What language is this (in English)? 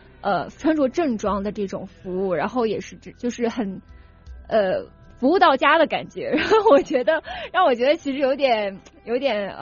Chinese